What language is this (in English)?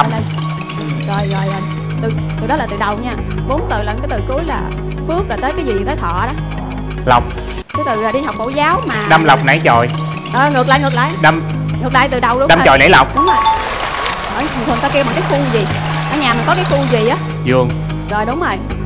Vietnamese